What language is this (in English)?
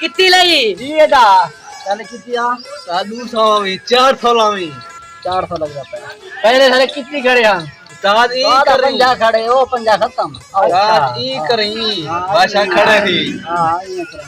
Saraiki